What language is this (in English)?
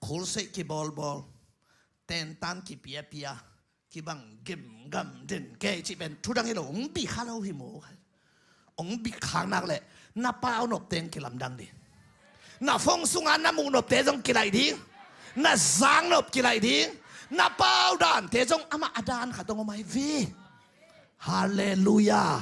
Tedim Chin